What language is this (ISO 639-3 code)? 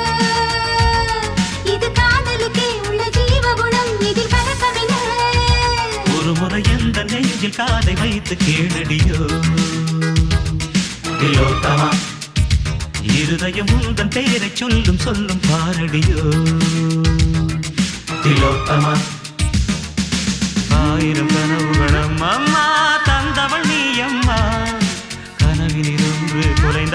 tam